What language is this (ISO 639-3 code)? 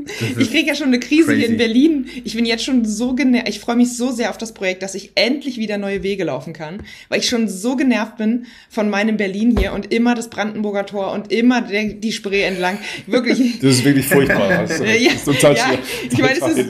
deu